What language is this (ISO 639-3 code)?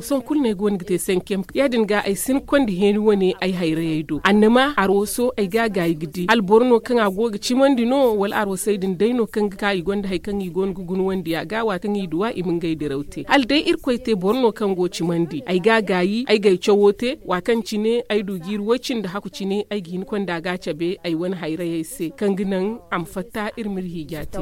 dje